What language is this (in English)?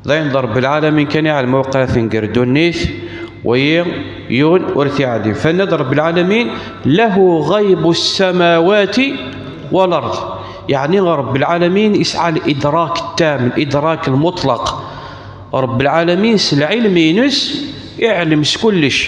Kabyle